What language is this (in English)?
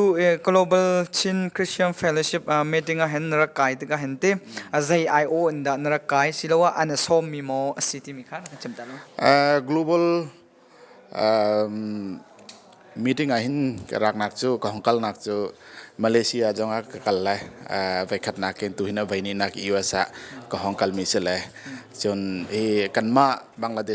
Hakha Chin